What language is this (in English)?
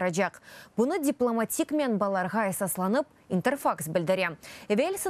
Crimean Tatar